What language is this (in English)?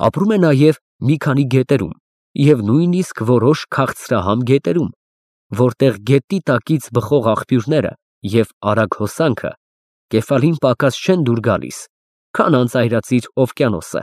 Armenian